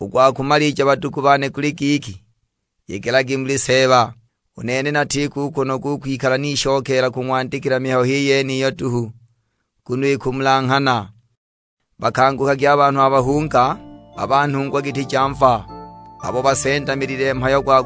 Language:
Sukuma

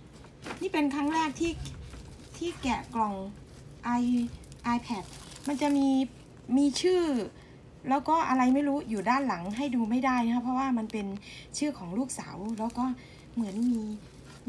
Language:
Thai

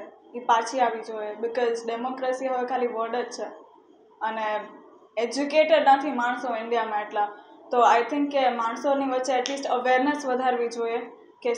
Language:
Gujarati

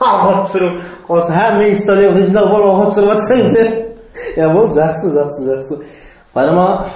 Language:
Kara-Kalpak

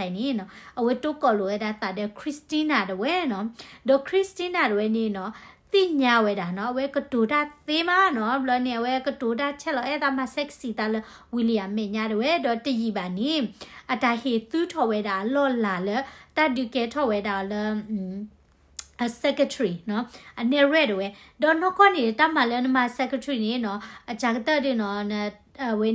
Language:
S'gaw Karen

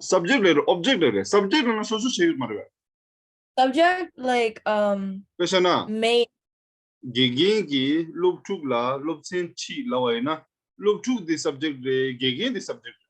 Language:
Tibetan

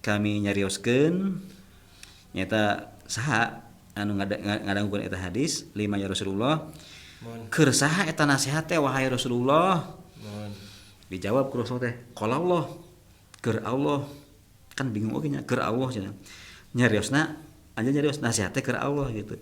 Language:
Sundanese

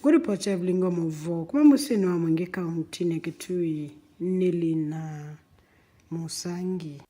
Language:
Kamba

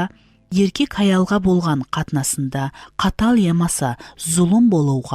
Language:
Kara-Kalpak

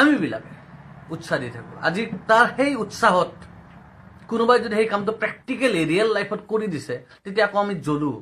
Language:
Assamese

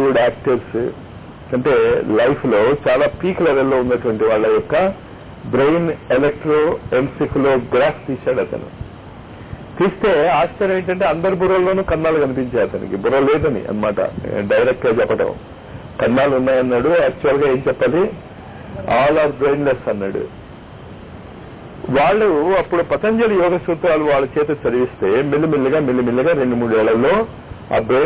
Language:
Telugu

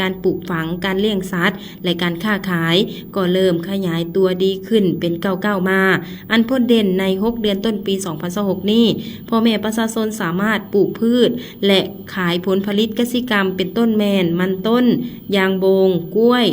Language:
Lao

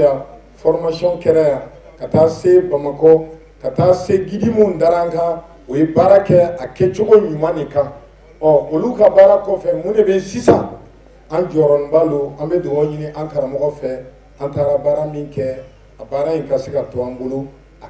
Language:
Bambara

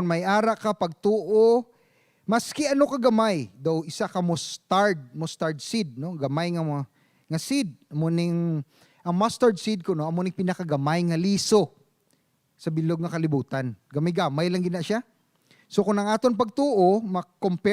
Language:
Hiligaynon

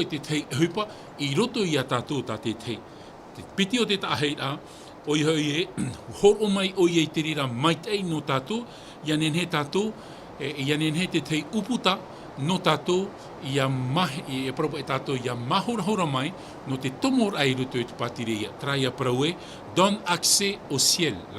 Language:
Tahitian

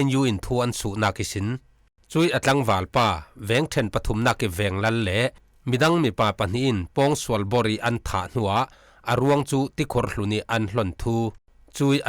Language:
Falam Chin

